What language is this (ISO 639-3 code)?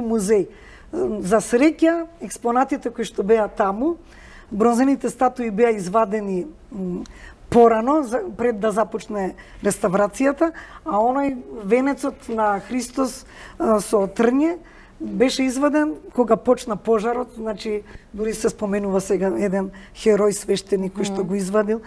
mkd